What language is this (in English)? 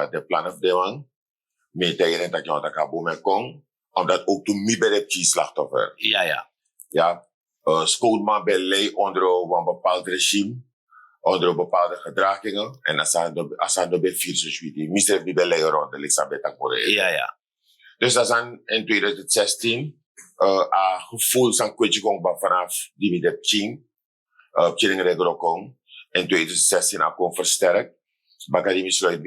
Sranan Tongo